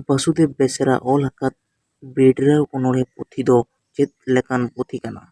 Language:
Santali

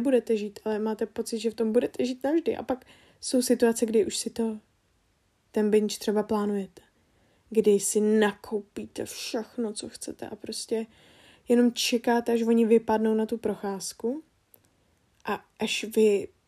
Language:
Czech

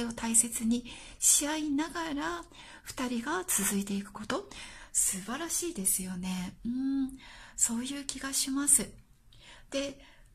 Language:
Japanese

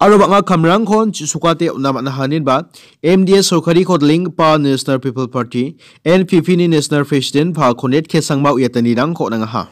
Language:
Garo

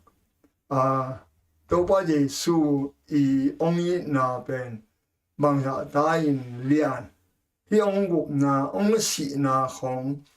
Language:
Tedim Chin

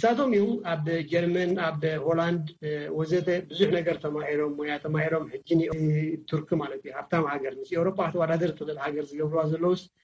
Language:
Tigrinya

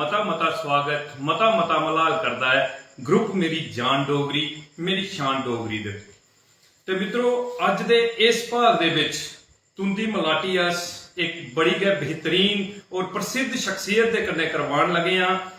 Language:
Dogri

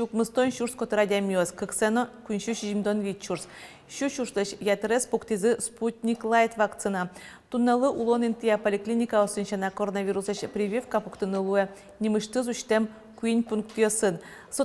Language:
Udmurt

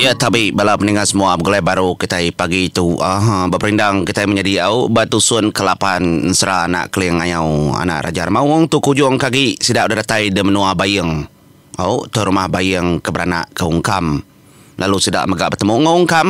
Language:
Iban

